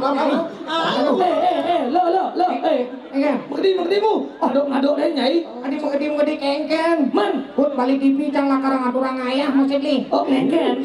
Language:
Balinese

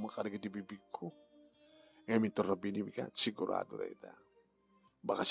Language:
Iloko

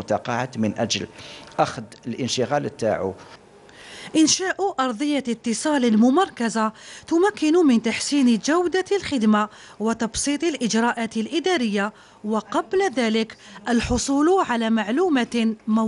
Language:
Algerian Arabic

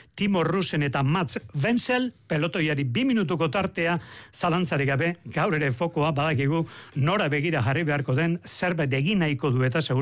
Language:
Basque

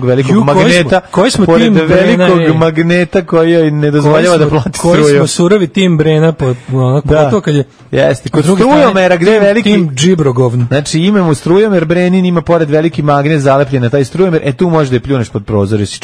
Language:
Serbian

